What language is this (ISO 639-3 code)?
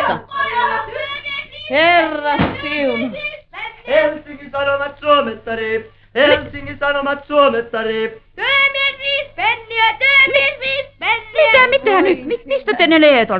fin